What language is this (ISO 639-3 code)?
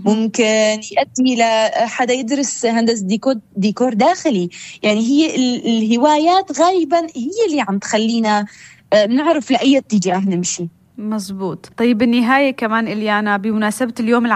apc